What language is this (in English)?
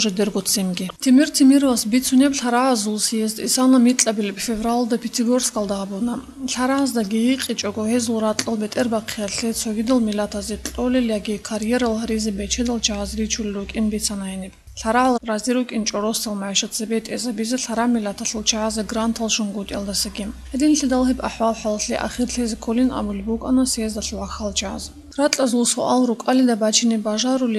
Avaric